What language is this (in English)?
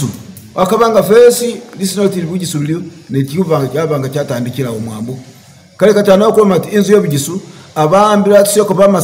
Masaaba